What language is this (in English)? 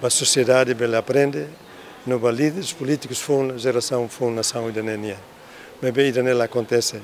Tetum